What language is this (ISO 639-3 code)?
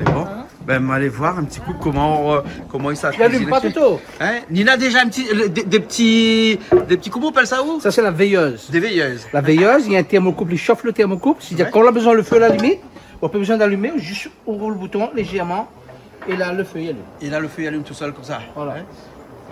rcf